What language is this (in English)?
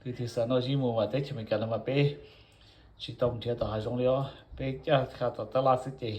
Hmong